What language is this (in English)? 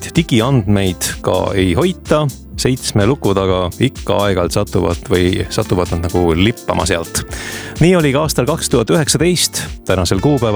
Estonian